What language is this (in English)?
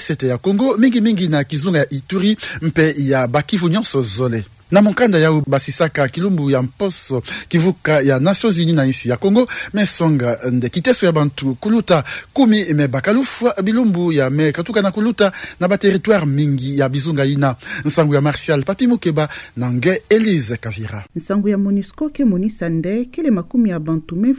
Kituba (Democratic Republic of Congo)